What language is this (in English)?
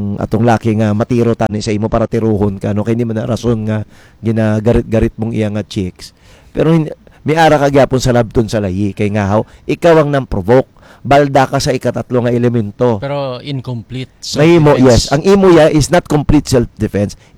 Hiligaynon